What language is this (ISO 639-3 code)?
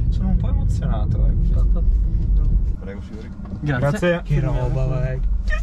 ita